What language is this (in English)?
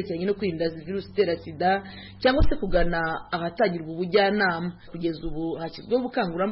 Kinyarwanda